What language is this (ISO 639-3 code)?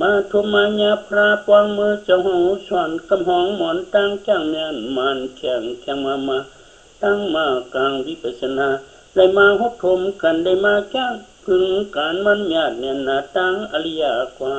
shn